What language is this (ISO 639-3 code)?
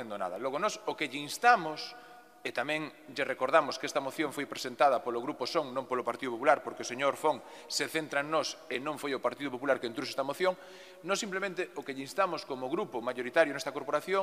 glg